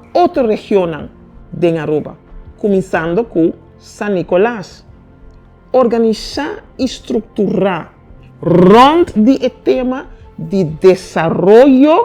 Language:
Papiamento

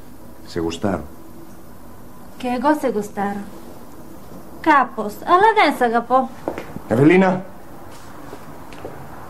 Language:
Greek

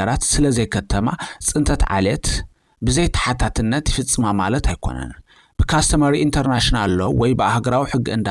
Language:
Tigrinya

